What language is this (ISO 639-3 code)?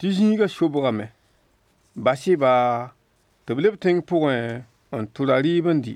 mos